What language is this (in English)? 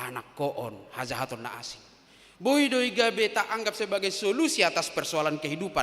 Batak Toba